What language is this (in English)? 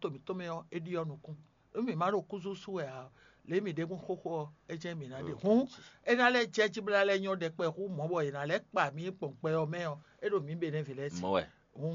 Fon